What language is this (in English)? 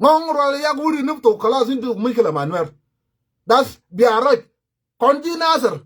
Nuer